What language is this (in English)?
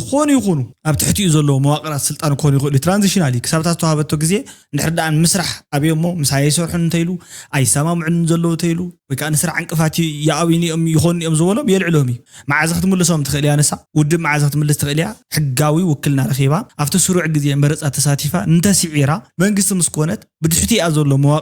Tigrinya